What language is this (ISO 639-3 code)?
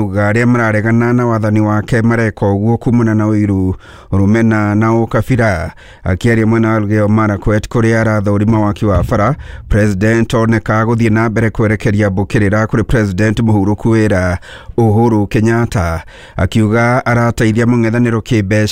kik